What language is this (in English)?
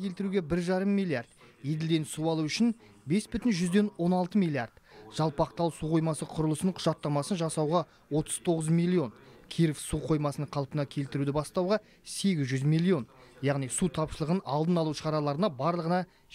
Kazakh